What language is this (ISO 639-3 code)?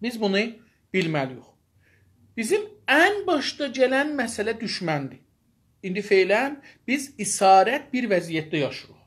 azb